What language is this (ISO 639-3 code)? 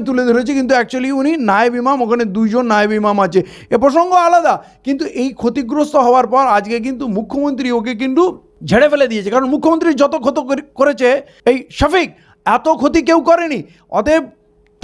ben